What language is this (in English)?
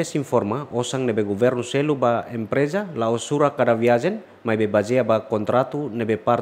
Tetum